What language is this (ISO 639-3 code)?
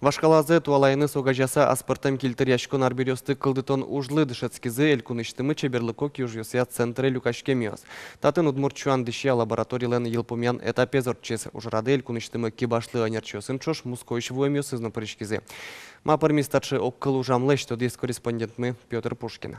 udm